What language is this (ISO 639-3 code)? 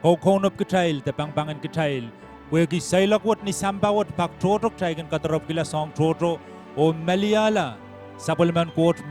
pon